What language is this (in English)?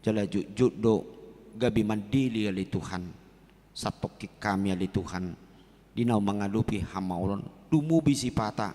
Batak Toba